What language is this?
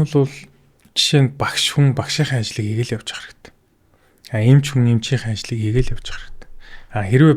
Mongolian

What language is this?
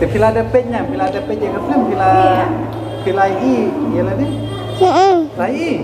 Khasi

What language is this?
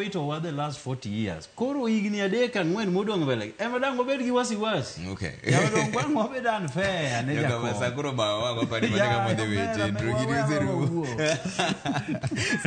Luo (Kenya and Tanzania)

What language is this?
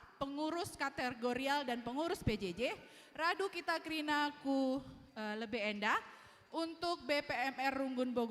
Batak Karo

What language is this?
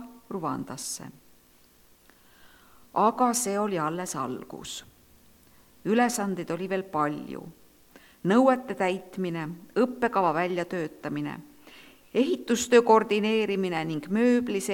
Estonian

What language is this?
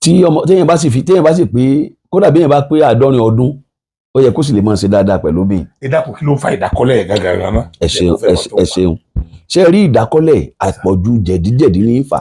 Yoruba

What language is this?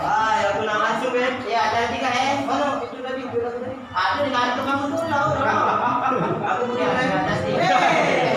Musi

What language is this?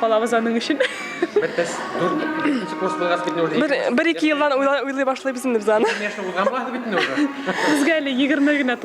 Bashkir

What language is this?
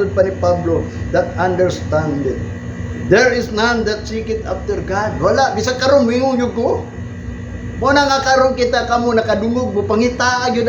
Cebuano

